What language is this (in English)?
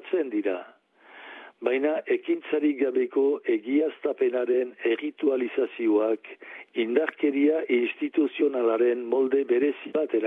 Basque